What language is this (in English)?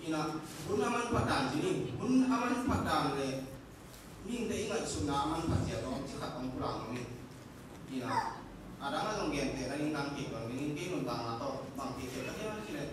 Tedim Chin